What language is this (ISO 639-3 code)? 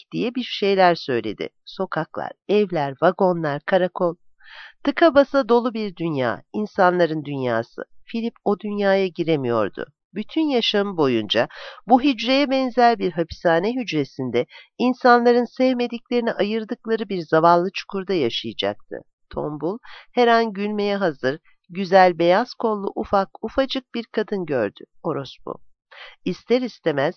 tur